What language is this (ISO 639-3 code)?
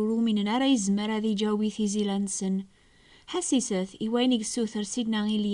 kab